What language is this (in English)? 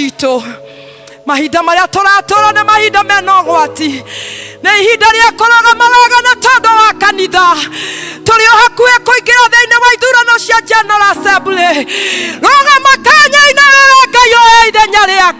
Kikuyu